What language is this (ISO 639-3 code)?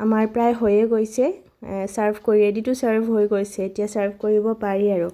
asm